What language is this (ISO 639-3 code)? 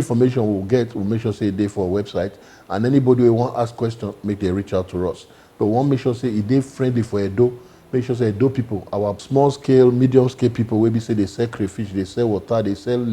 pcm